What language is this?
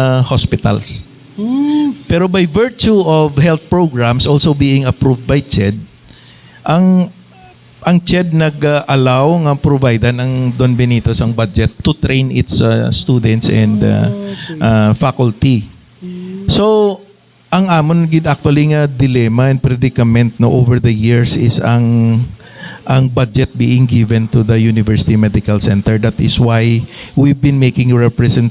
Hiligaynon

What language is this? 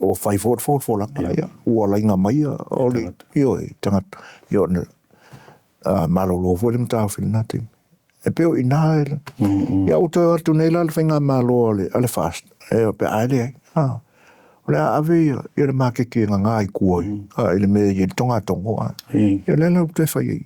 Samoan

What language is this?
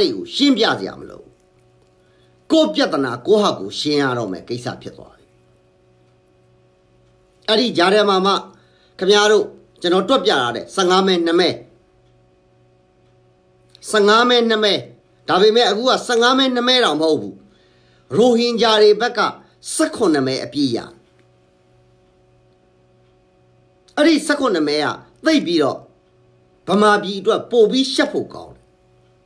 Burmese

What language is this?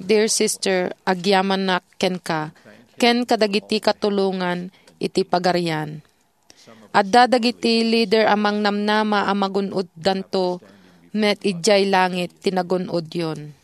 Iloko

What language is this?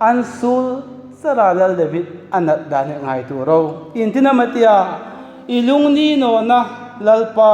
Hmar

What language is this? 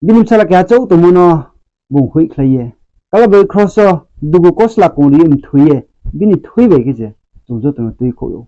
Riang (India)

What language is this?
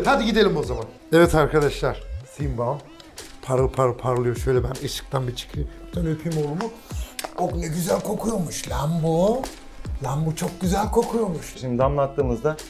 Turkish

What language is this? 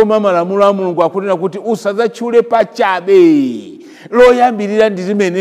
Nyanja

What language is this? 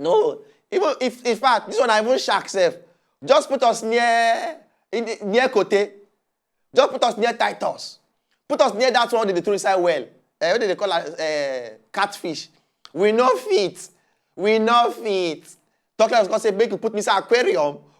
Nigerian Pidgin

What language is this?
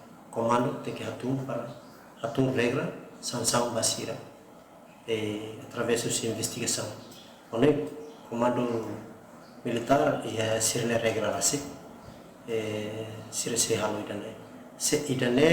Tetum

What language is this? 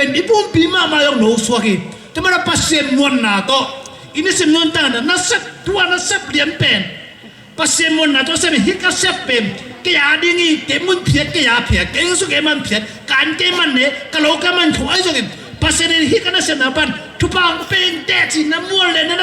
Tedim Chin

